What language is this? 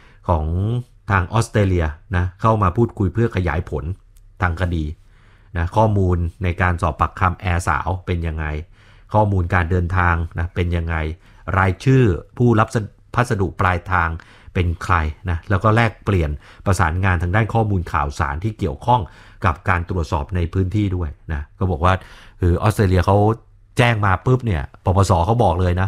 Thai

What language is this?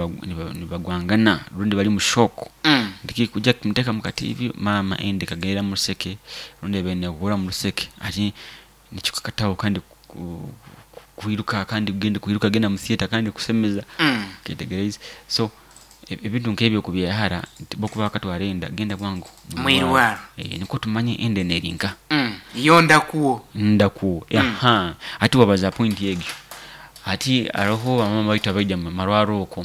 Nyoro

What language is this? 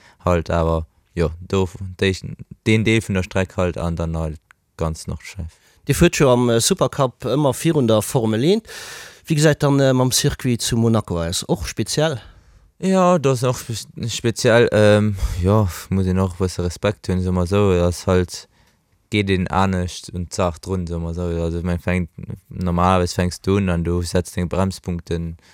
Luxembourgish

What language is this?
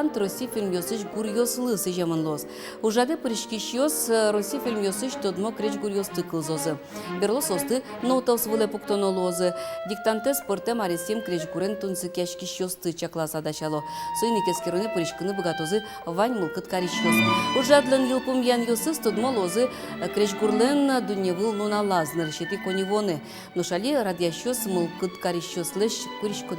Udmurt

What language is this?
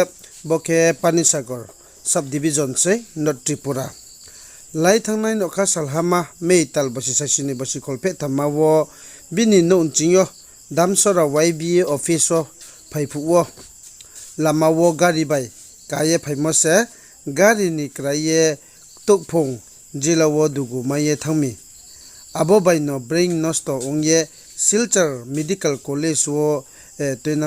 Riang (India)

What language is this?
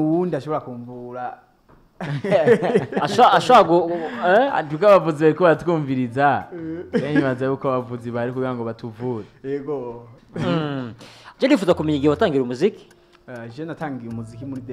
Rundi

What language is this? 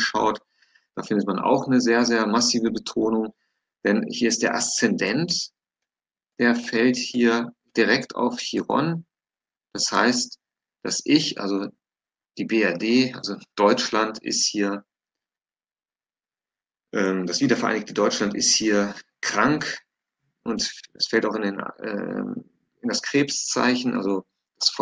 German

